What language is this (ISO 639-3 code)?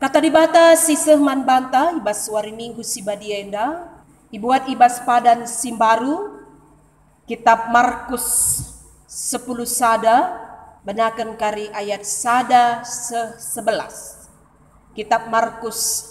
btx